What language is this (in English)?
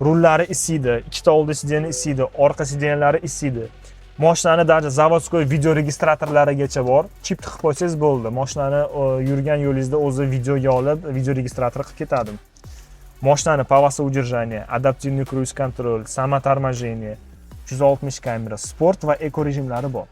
Uzbek